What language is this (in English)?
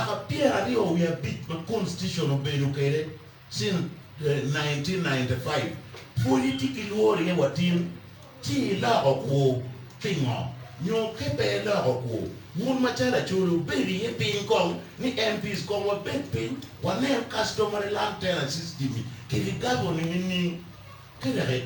Acoli